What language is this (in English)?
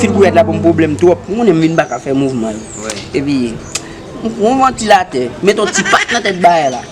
Haitian Creole